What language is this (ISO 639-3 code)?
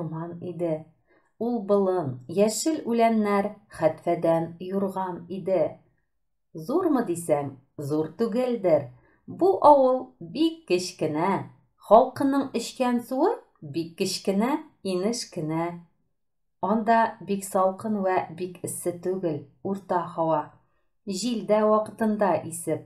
tat